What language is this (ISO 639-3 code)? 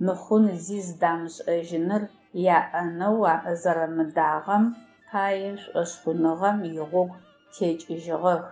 ady